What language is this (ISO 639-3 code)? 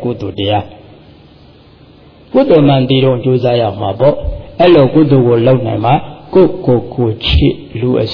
mya